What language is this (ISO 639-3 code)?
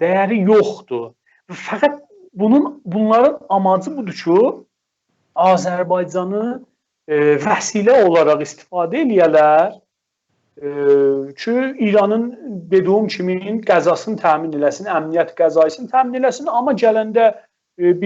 azb